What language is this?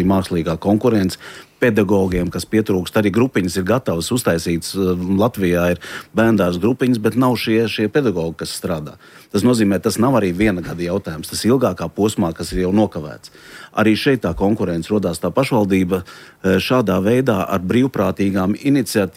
Latvian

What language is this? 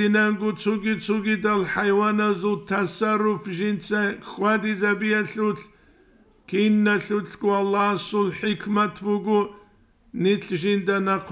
Avaric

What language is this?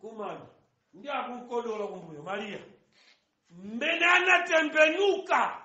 Nyanja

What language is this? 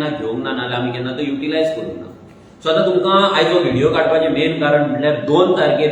Konkani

